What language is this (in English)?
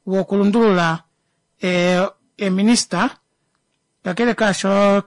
Kuanyama